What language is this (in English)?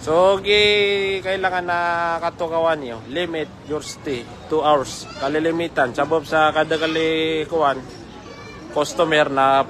Maranao